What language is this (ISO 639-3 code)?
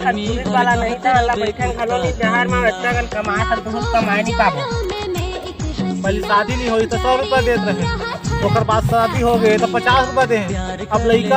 hne